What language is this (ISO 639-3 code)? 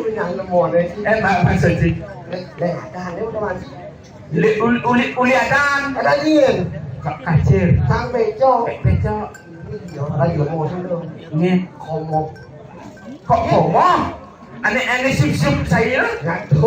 ban